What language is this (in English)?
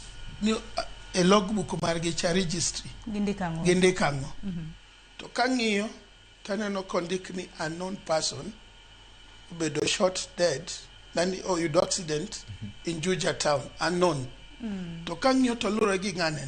Luo (Kenya and Tanzania)